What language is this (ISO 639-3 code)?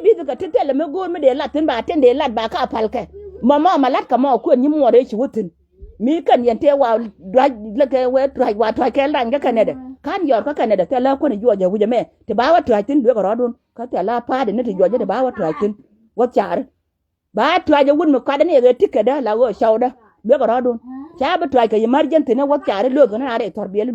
nus